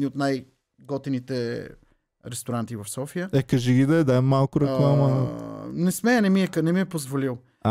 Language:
Bulgarian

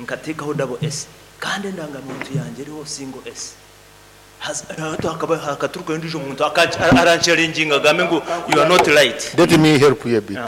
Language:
Nyankole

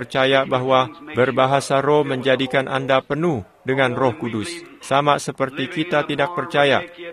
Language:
Indonesian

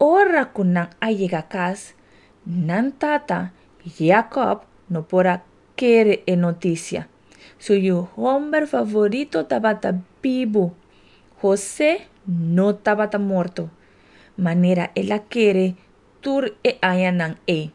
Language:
Papiamento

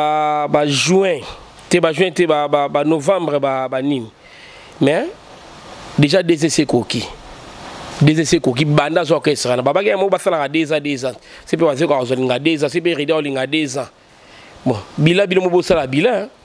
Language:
Lingala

